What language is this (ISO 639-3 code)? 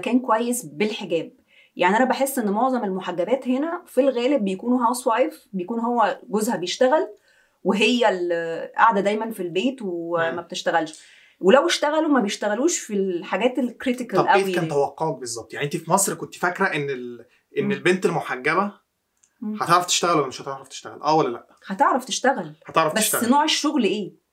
arz